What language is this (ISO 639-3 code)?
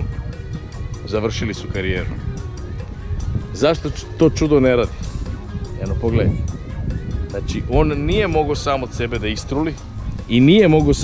srp